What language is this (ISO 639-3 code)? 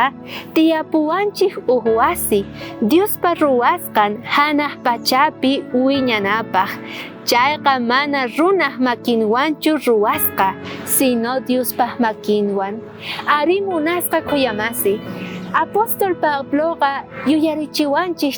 quh